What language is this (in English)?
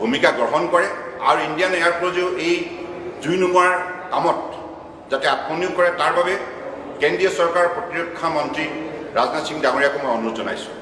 Assamese